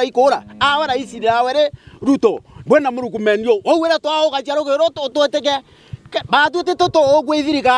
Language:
Meru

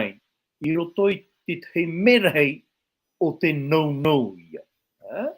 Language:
Tahitian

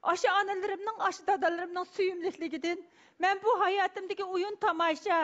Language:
Uyghur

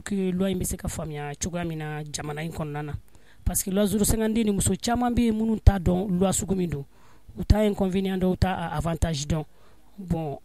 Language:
Bambara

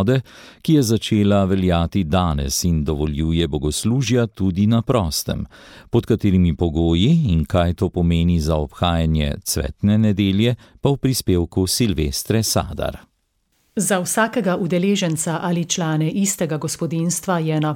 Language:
Slovenian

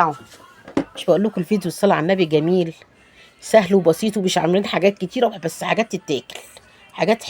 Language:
Egyptian Arabic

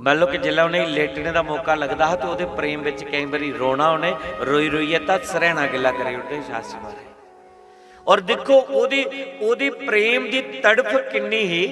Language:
Dogri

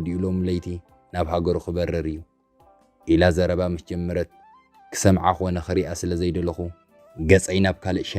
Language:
Tigrinya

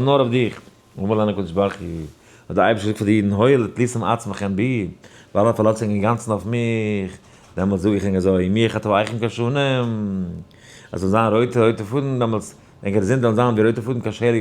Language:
Yiddish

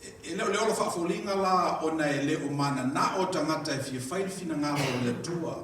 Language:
Samoan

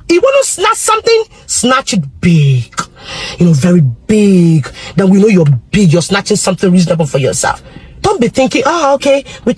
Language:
Nigerian Pidgin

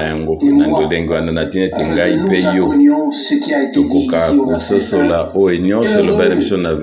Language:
Lingala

